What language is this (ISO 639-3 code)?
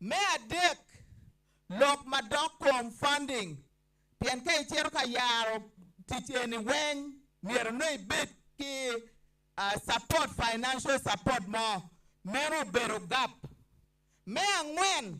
ach